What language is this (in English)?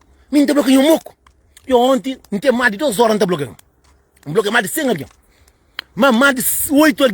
Kabuverdianu